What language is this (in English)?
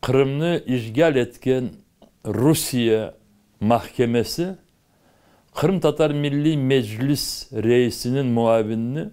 Crimean Tatar